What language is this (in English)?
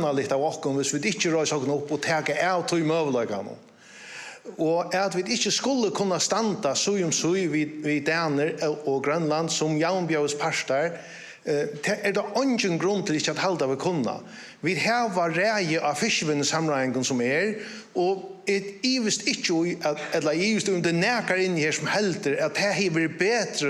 Faroese